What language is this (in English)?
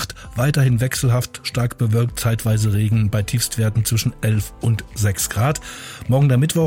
German